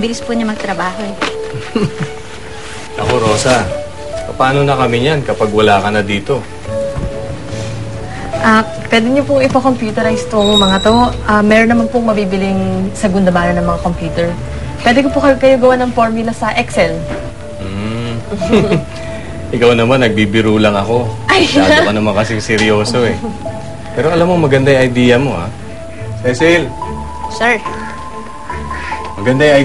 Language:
Filipino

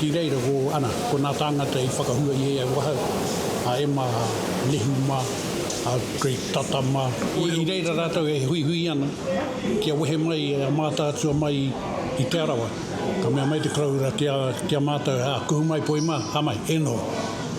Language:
Māori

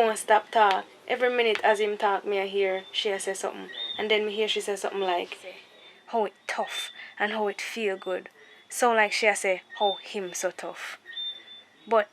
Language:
Jamaican Creole English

